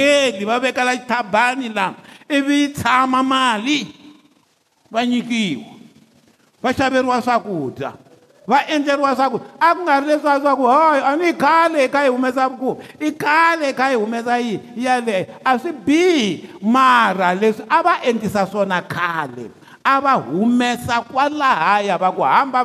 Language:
Tsonga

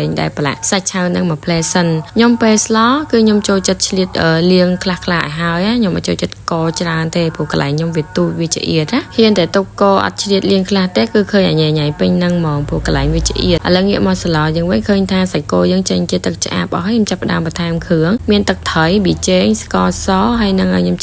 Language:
Khmer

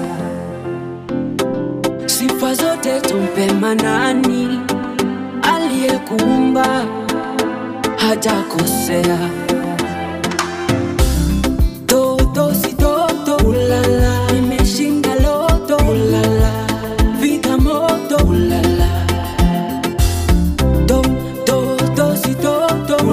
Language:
Swahili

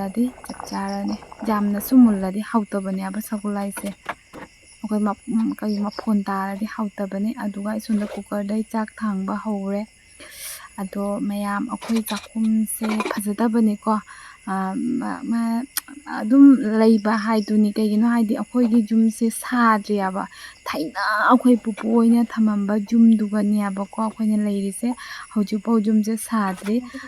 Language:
Manipuri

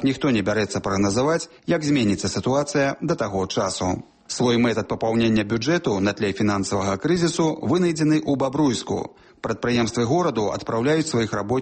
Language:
Belarusian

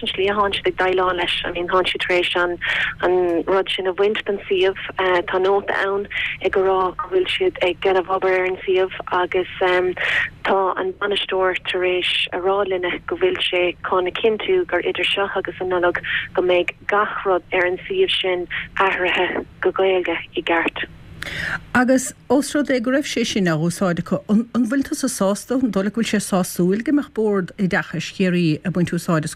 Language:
Irish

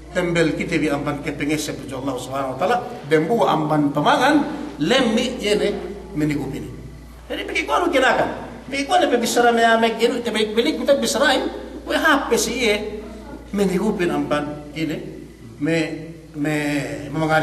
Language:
Yakan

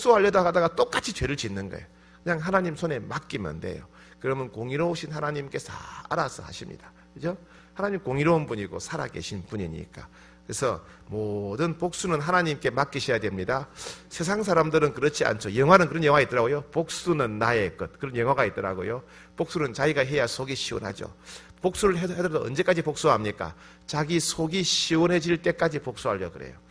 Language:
Korean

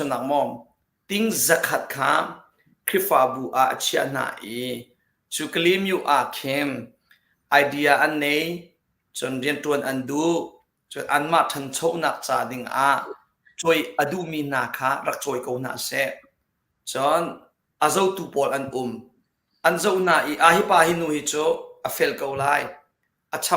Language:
Hakha Chin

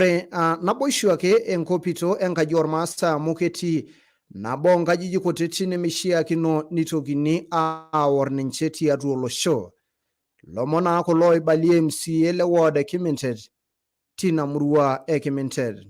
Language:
Masai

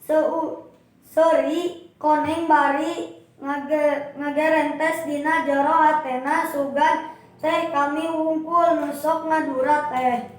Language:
Sundanese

